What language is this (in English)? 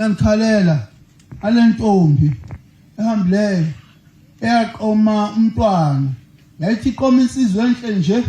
Zulu